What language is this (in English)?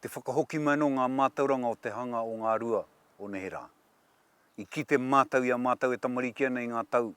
Māori